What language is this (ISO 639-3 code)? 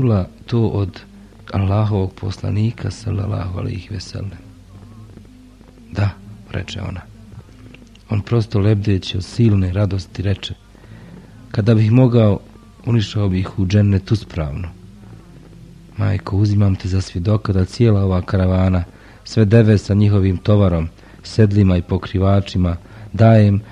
bos